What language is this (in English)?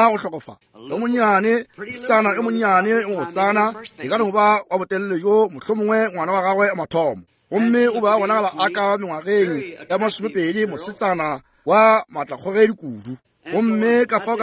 Northern Sotho